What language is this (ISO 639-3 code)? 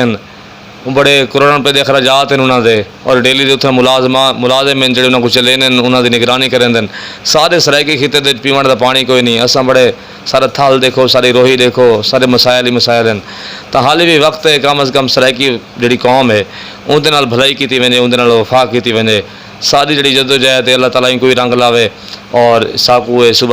skr